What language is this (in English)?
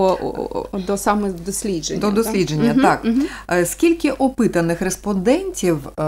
Ukrainian